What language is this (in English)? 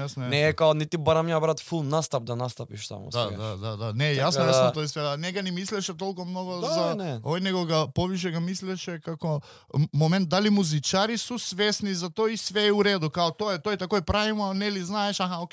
Macedonian